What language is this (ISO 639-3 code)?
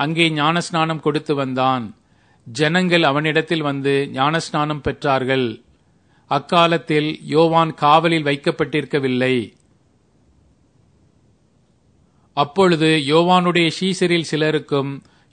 tam